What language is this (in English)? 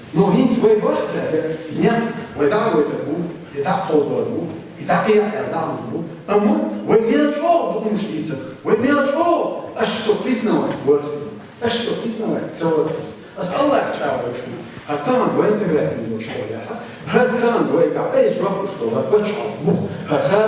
Chechen